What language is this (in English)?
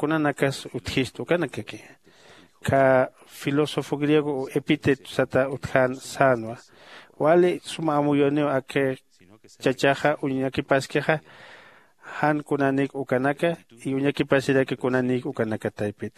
Aymara